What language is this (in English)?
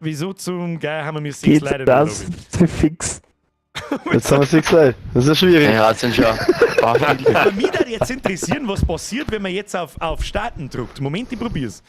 Bavarian